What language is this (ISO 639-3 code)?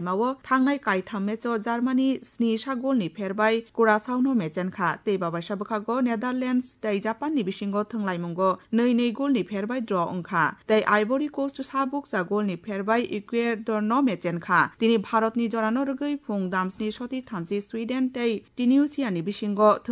trp